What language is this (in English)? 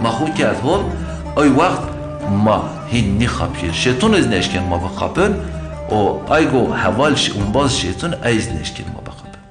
Zaza